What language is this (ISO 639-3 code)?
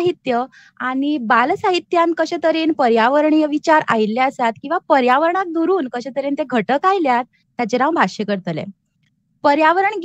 kok